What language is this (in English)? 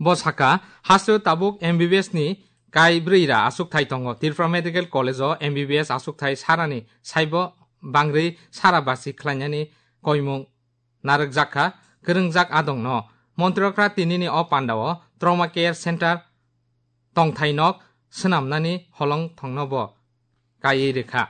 Kok Borok